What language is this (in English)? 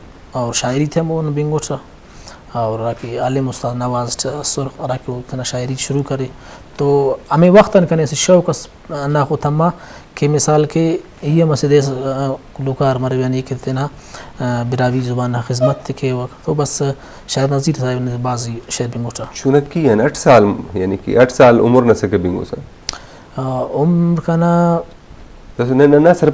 Brahui